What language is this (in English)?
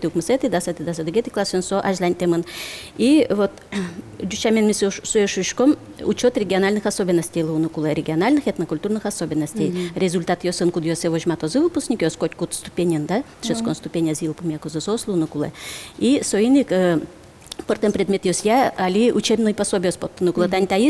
Udmurt